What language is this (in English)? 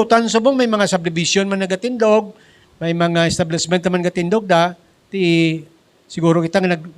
Hiligaynon